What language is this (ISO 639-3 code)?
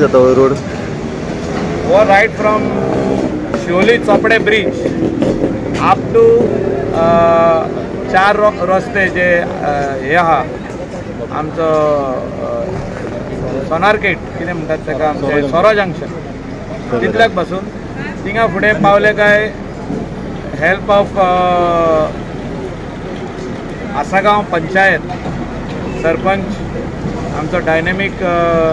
kok